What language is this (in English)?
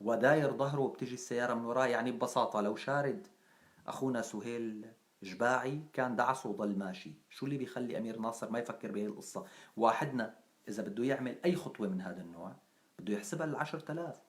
North Levantine Arabic